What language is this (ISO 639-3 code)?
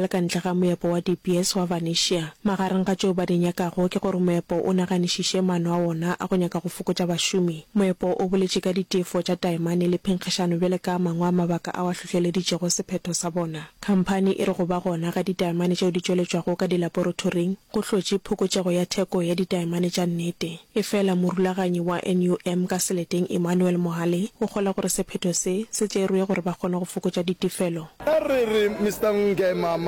nso